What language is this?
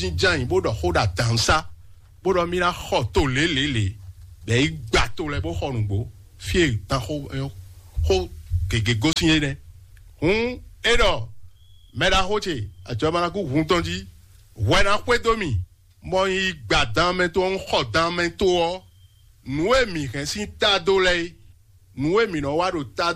Fon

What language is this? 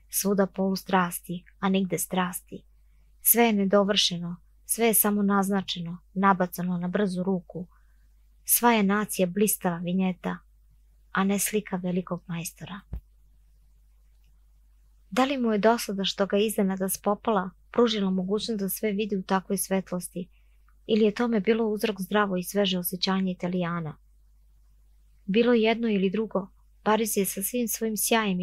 Serbian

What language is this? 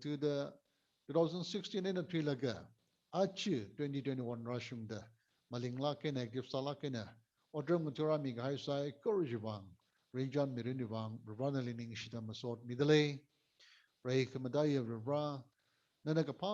Tangkhul Naga (India)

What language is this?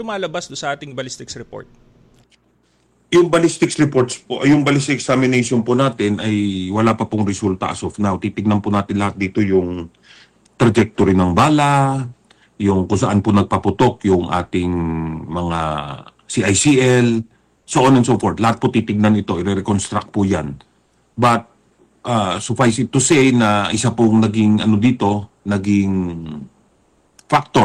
Filipino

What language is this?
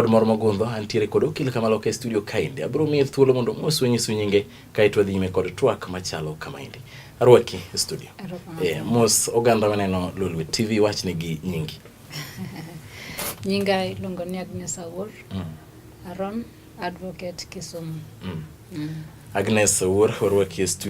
Luo (Kenya and Tanzania)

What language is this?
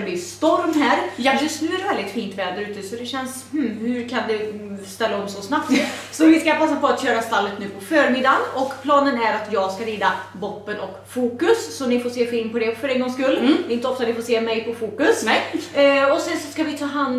Swedish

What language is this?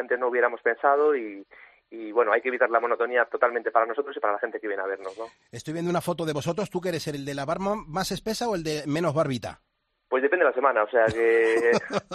Spanish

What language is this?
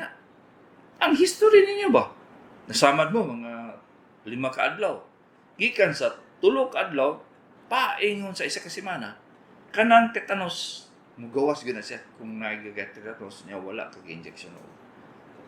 Cebuano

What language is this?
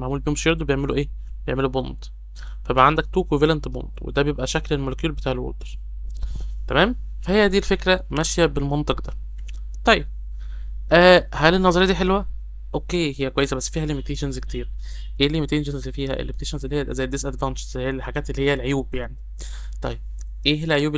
Egyptian Arabic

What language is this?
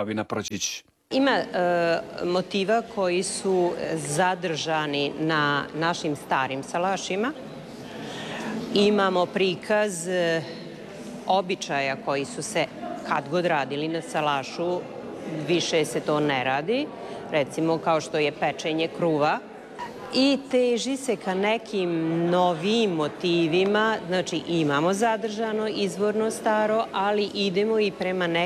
Croatian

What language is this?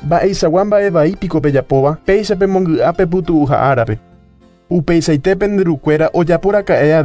Guarani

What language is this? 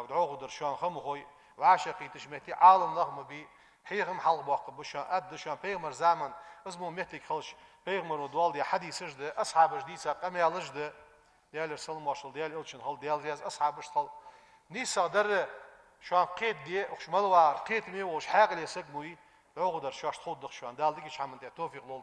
Ingush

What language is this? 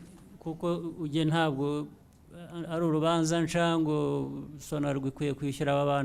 Kinyarwanda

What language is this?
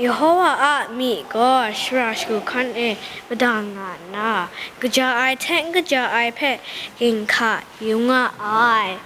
Kachin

